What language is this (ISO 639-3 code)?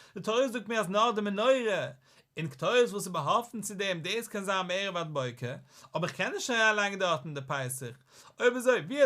yid